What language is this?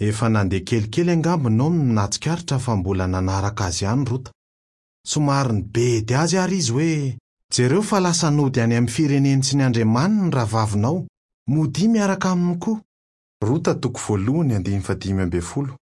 Malagasy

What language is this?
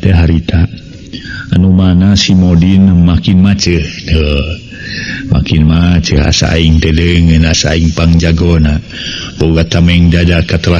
Sundanese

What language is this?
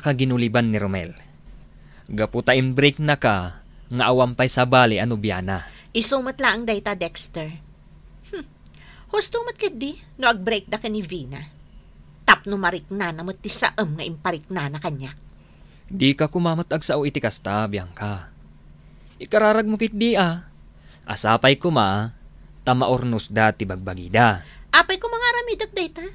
Iloko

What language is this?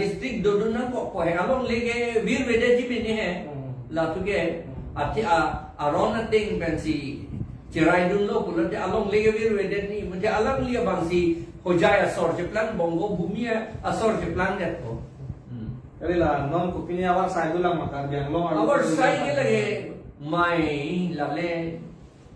Karbi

